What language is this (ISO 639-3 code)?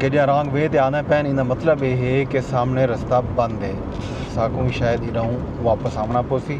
skr